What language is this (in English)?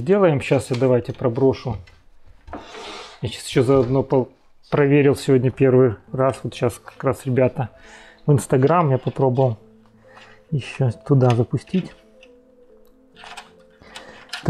Russian